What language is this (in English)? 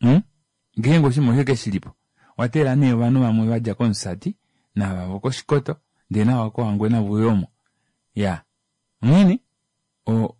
Kuanyama